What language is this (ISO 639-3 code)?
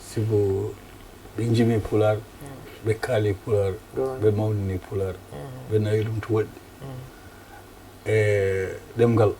ful